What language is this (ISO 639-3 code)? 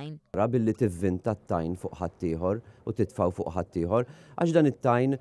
mlt